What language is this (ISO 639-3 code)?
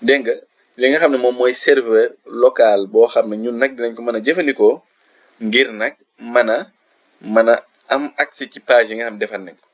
wol